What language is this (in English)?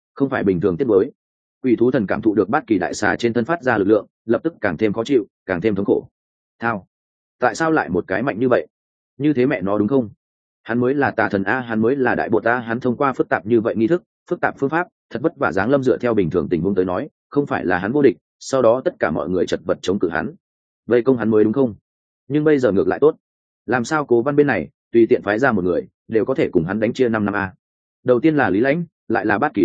Vietnamese